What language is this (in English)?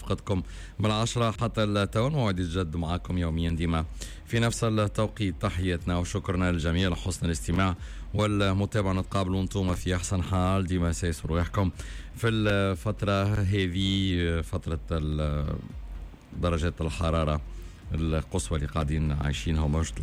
Tunisian Arabic